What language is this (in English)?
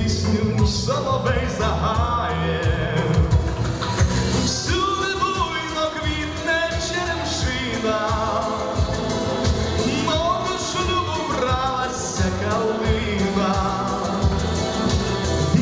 Ukrainian